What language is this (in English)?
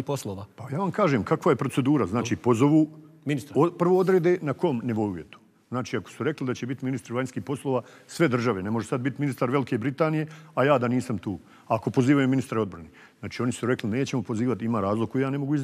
Bosnian